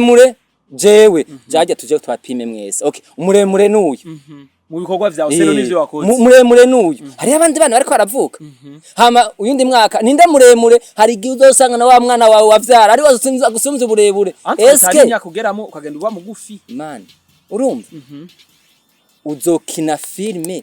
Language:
Rundi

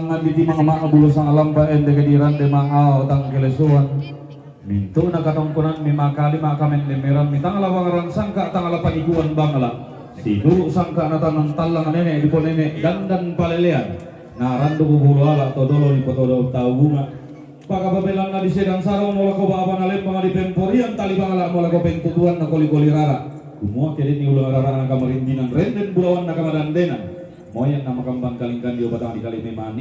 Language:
Toraja-Sa'dan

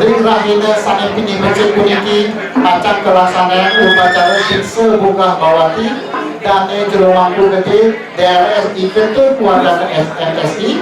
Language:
Balinese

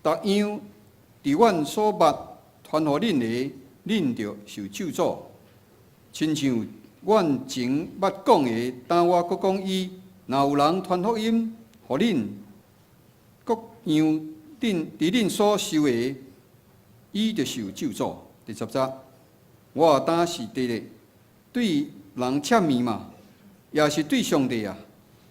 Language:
Min Nan Chinese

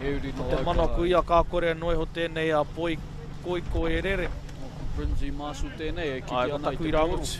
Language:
Māori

